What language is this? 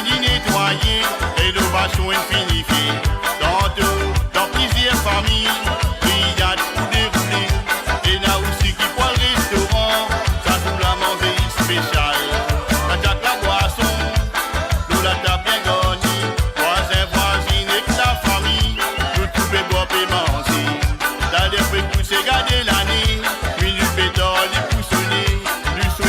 Morisyen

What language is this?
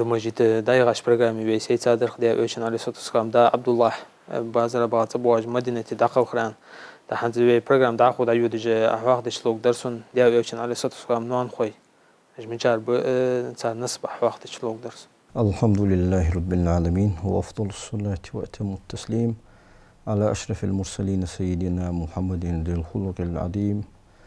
Ingush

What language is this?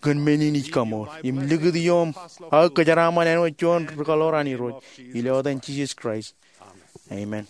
Marshallese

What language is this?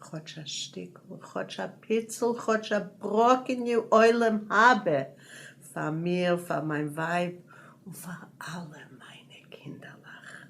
Yiddish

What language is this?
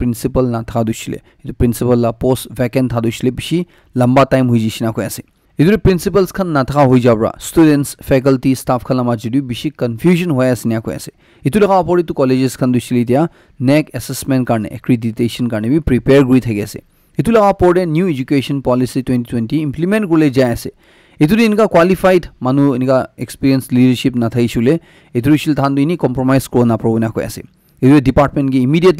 Naga Pidgin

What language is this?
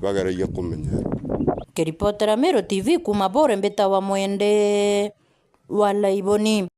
Meru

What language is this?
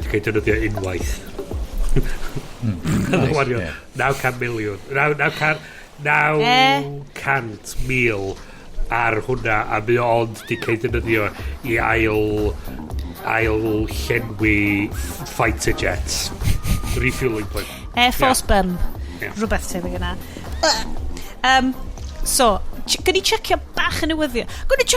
Welsh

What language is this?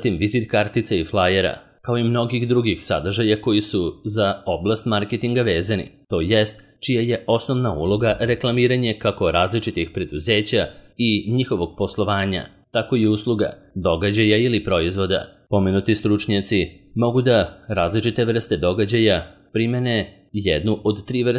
Serbian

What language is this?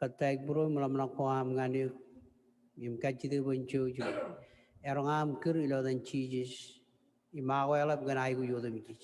Marshallese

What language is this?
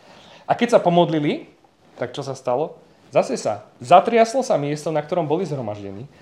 Slovak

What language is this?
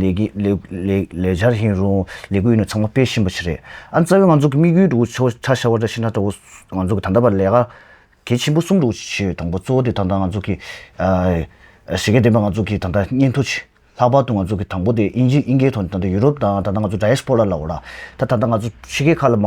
Tibetan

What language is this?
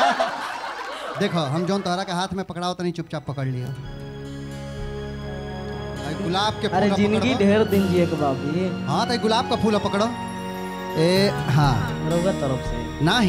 Bhojpuri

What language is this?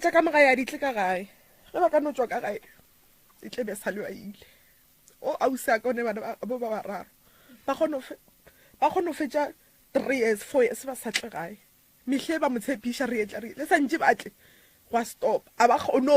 Northern Sotho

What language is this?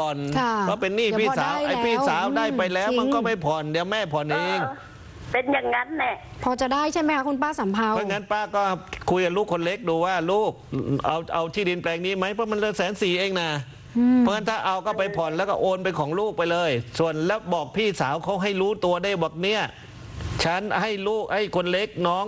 Thai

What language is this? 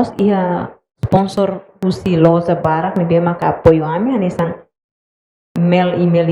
Tetum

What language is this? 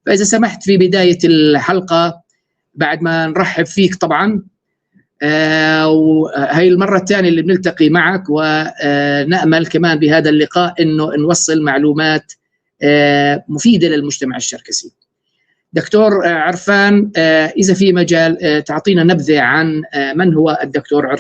North Levantine Arabic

